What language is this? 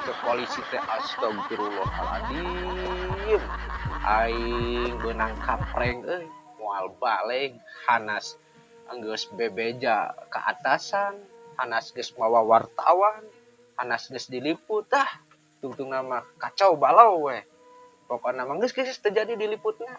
Sundanese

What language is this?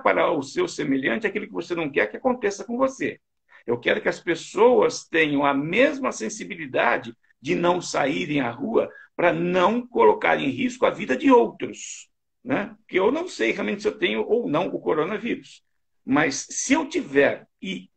Portuguese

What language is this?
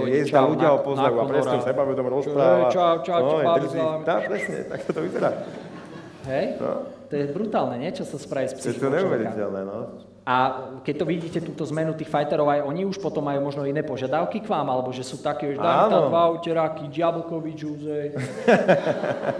Slovak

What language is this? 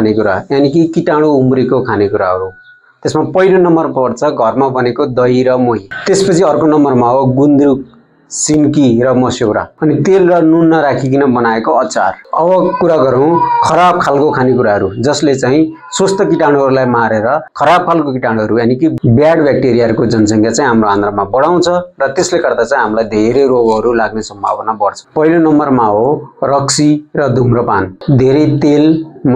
Nepali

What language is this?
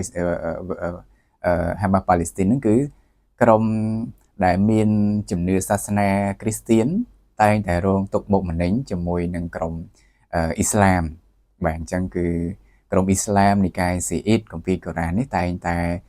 Khmer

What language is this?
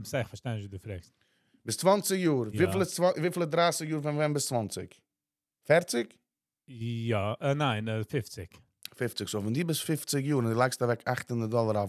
Yiddish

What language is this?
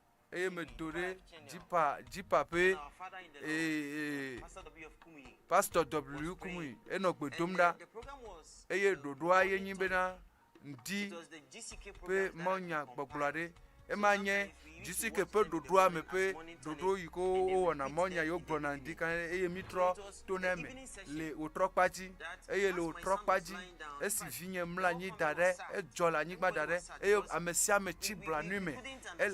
Ewe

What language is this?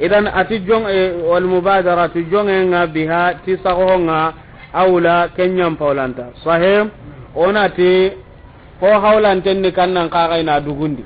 Soninke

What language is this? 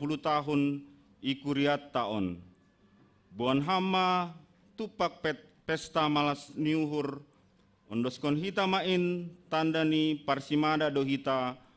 Batak Simalungun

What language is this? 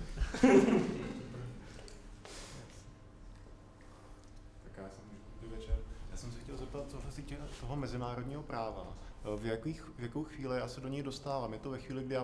Czech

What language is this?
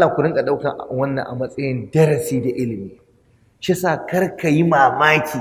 Hausa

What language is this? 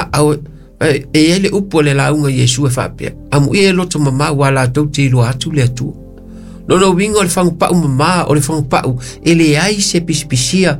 Samoan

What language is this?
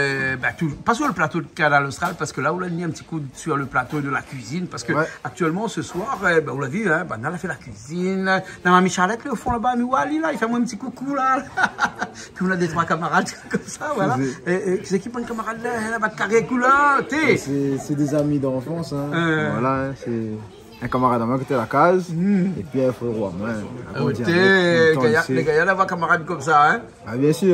Réunion Creole French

